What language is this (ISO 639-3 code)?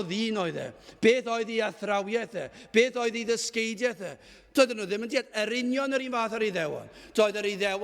cym